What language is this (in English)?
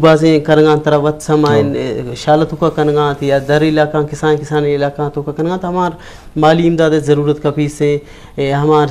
Eastern Balochi